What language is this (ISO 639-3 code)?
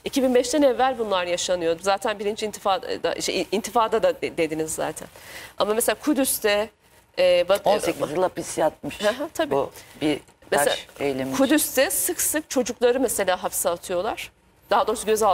tur